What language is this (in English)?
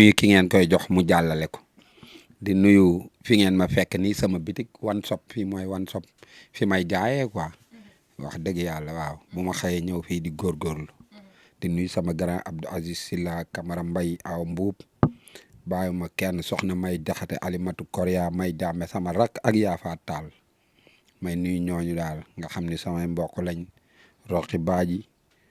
Wolof